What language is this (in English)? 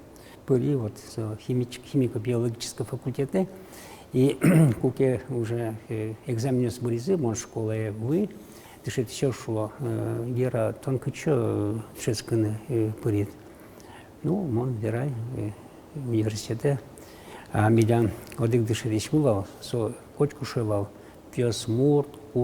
Udmurt